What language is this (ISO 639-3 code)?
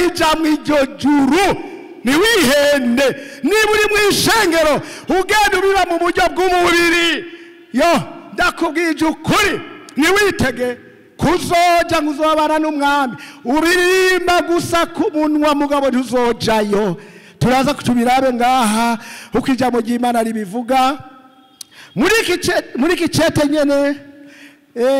run